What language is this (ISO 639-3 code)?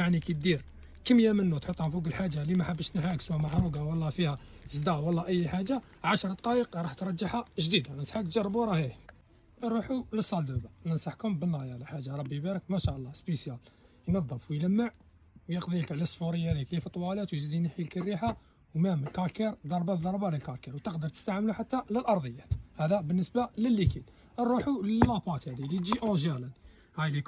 arq